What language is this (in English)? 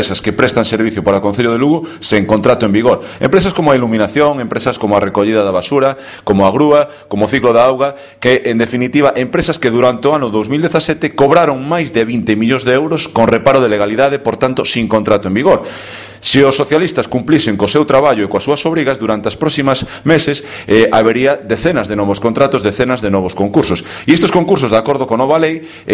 Galician